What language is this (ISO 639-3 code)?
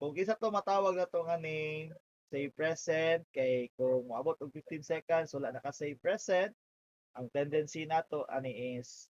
ceb